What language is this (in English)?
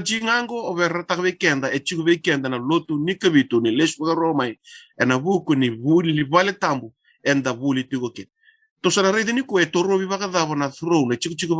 Fijian